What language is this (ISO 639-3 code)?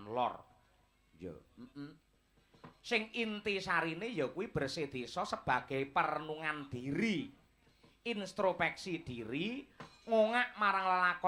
jav